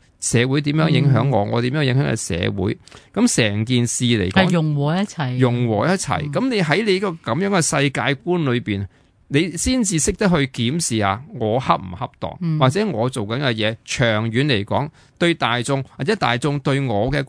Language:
Cantonese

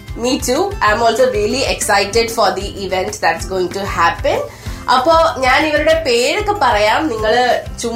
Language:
Malayalam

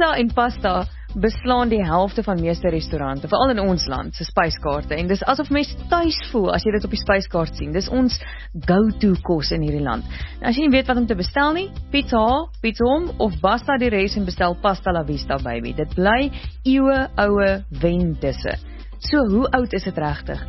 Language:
Afrikaans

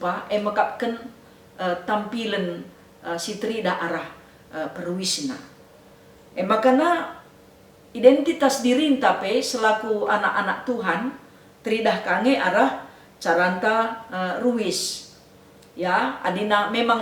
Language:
Batak Karo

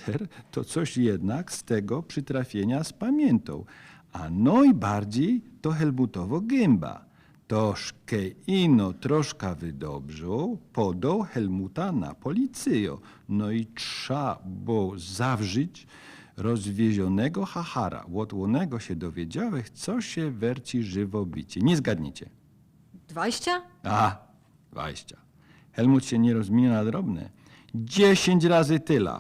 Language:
Silesian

